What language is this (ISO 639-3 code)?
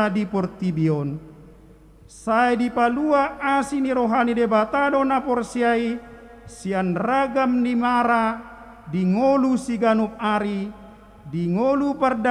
bbc